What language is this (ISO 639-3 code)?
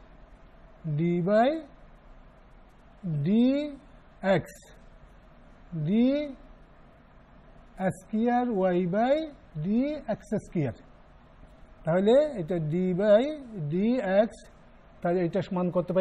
ben